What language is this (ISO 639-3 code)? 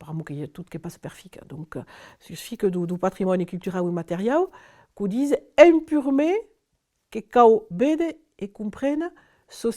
oci